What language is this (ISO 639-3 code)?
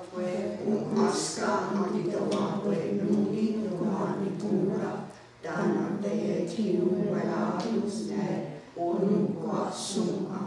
moh